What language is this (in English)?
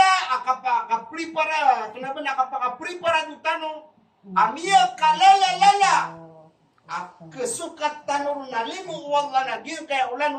Maranao